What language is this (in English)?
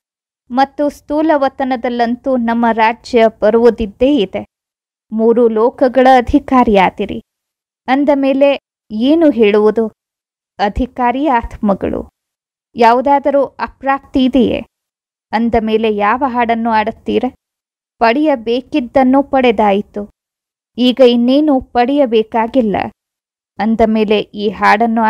Kannada